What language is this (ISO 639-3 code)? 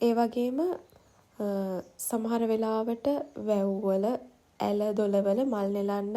sin